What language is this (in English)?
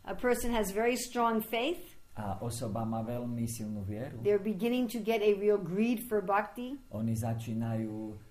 Slovak